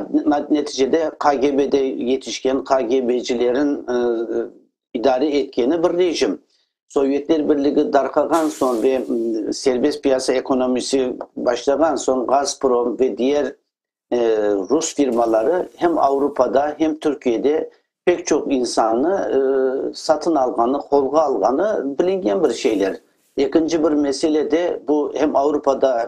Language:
Crimean Tatar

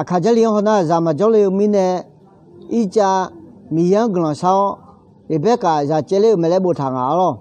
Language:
Akha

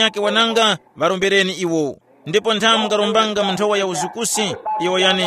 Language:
Tumbuka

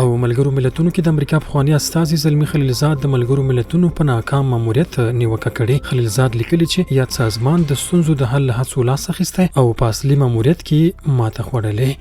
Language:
Pashto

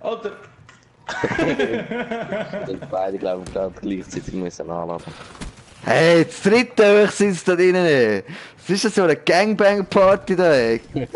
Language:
Swiss German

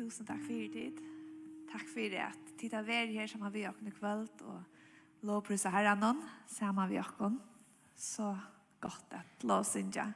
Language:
Faroese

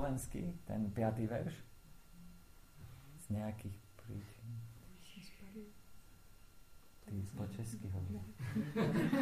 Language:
Slovak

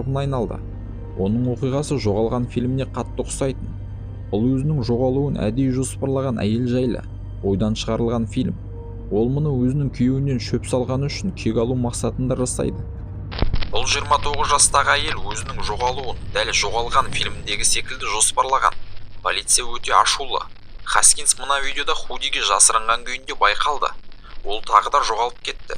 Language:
Kazakh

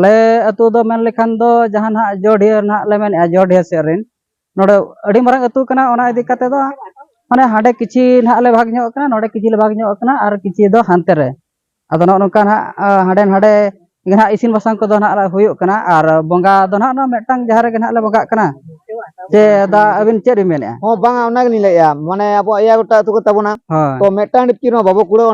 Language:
Santali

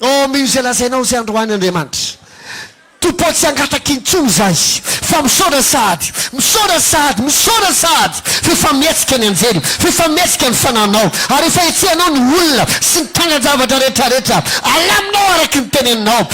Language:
Malagasy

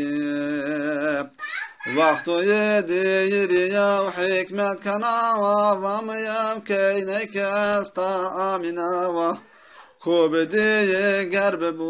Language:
Zaza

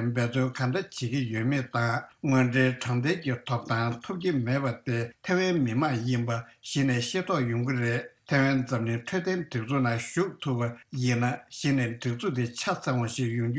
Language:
Tibetan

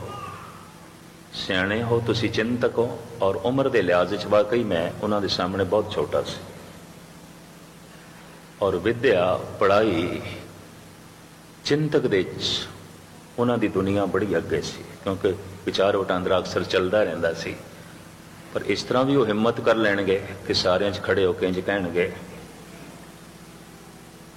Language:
Punjabi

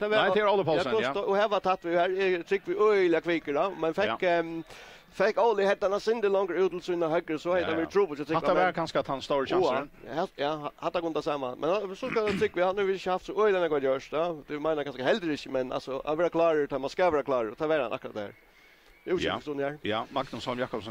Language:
Faroese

